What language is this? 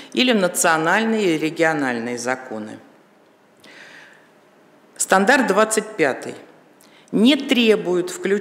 Russian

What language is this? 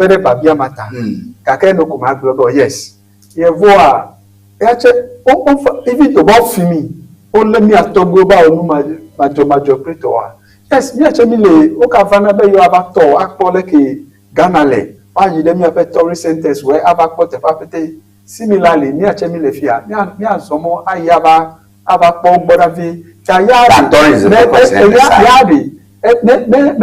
Ewe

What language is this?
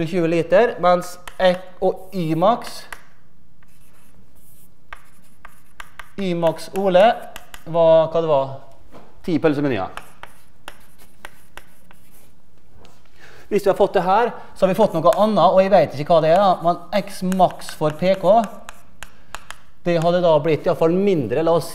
Norwegian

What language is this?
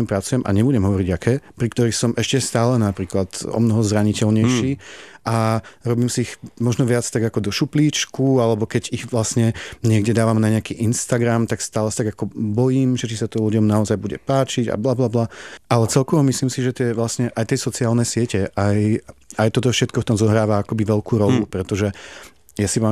Slovak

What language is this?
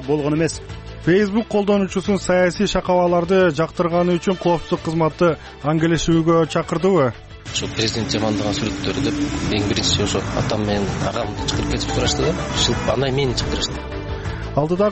Kyrgyz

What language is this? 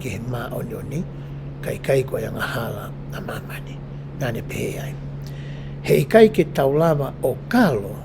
Tongan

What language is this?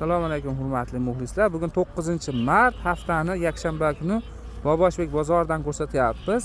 Uzbek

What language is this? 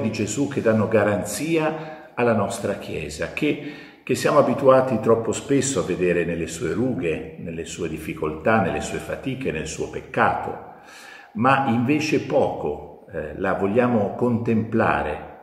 Italian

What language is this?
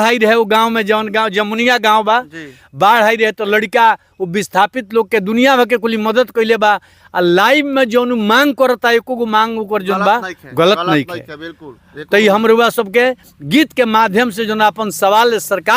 Bhojpuri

